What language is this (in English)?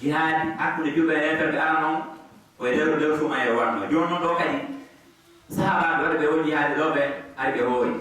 Fula